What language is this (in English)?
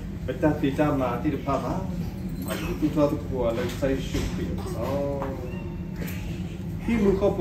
S'gaw Karen